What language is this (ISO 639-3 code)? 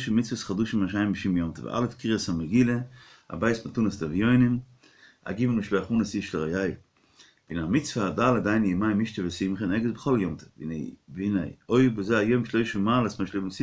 yid